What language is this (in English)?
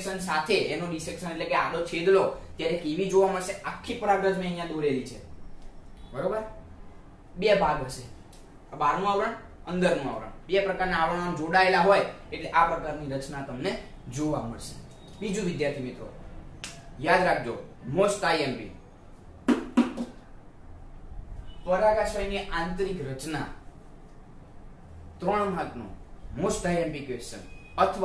Gujarati